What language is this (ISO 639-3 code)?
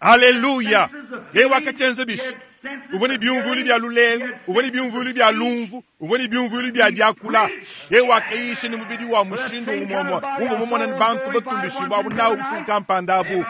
lua